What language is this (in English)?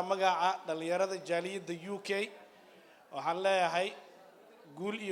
Somali